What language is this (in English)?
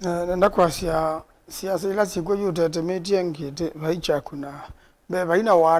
Kamba